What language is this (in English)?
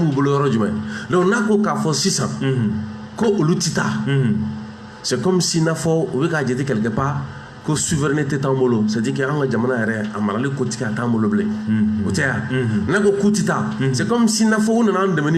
Bambara